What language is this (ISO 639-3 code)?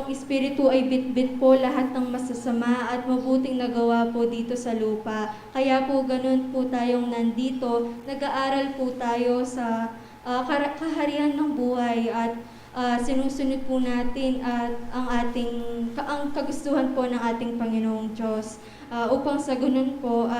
pam